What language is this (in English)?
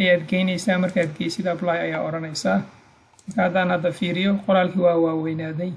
Somali